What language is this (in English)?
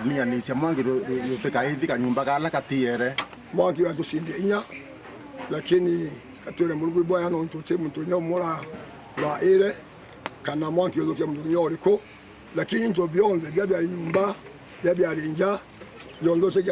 Meru